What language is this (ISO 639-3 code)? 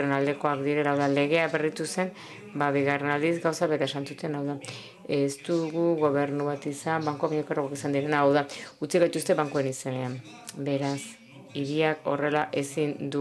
eus